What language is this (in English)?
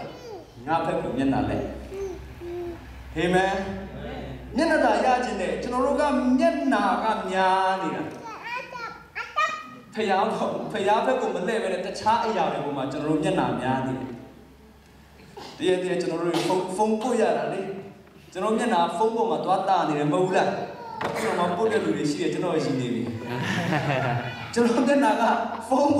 Burmese